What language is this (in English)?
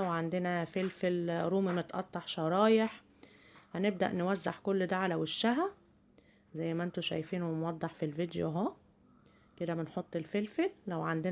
Egyptian Arabic